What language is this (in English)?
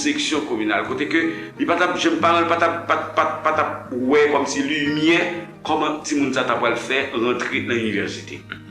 Haitian Creole